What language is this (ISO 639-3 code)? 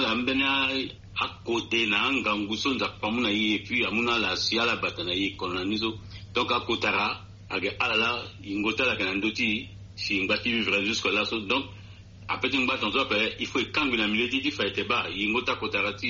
sag